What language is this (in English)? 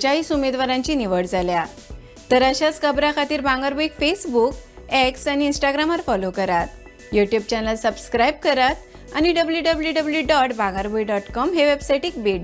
Konkani